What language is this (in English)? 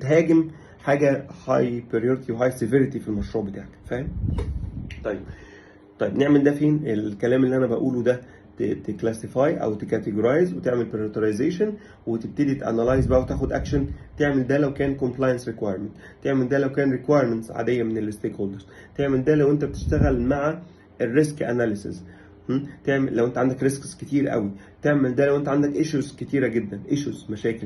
Egyptian Arabic